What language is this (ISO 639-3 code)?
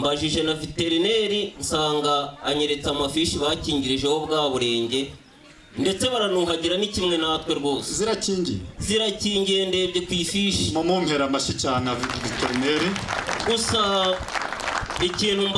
kin